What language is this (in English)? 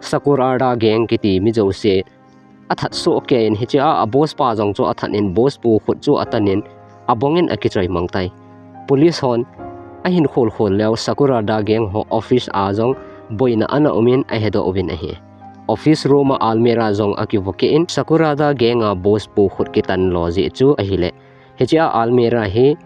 Thado Chin